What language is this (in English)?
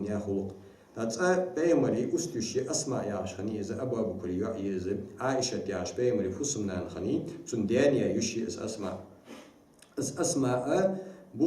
Ingush